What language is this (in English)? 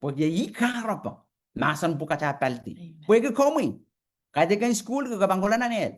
Pohnpeian